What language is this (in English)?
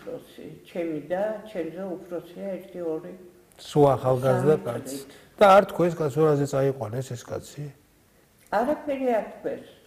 Georgian